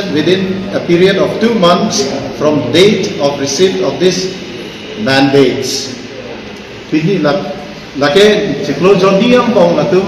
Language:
Karbi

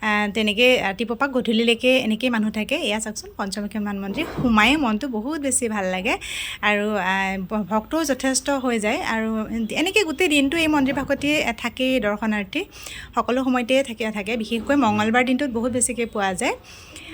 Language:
Assamese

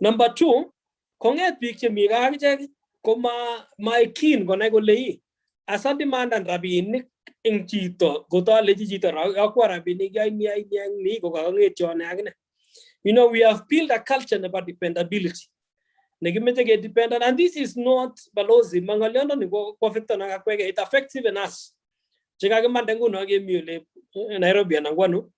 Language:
Kalenjin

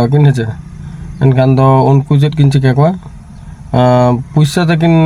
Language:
Santali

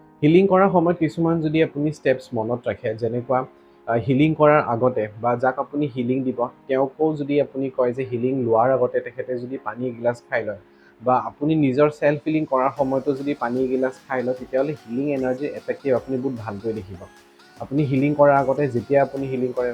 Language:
Assamese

